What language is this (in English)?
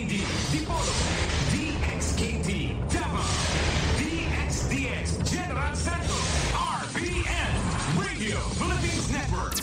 Bikol